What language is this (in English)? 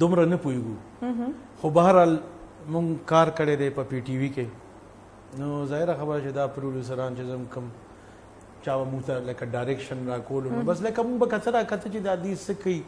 Pashto